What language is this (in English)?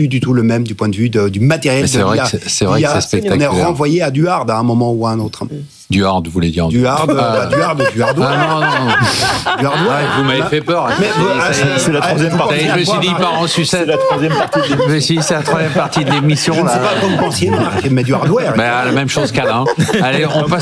French